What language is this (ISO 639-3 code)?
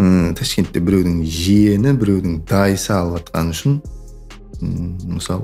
kaa